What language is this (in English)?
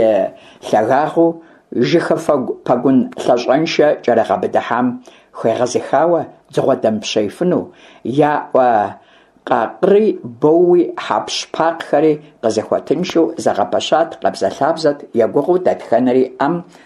Kabardian